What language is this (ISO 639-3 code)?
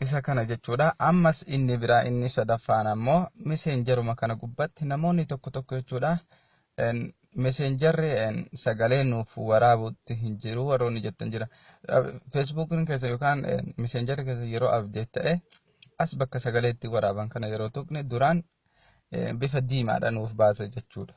orm